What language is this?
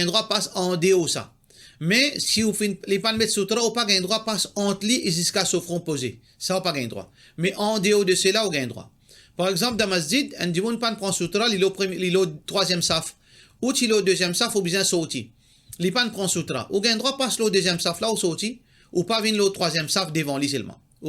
Morisyen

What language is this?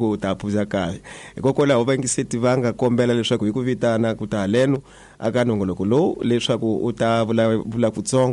Tsonga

